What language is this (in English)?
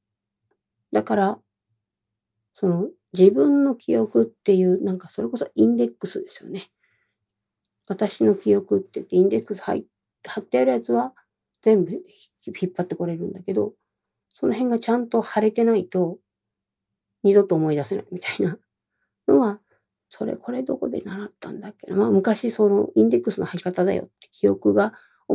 Japanese